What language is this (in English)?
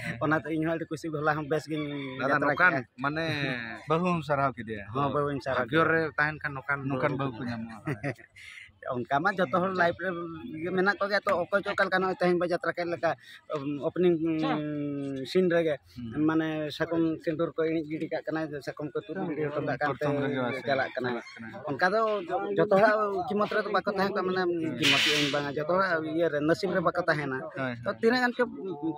Santali